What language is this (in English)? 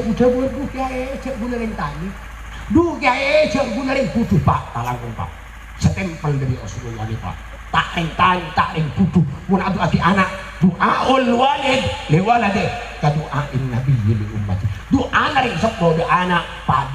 Madurese